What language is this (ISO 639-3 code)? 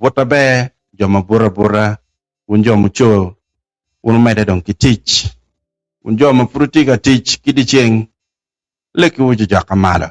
ach